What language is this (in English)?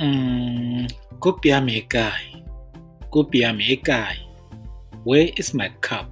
Tswana